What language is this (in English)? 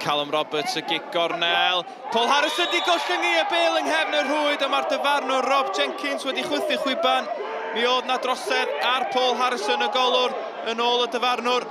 Welsh